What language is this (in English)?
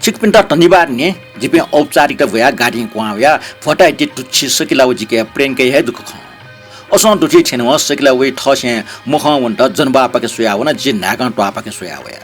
Newari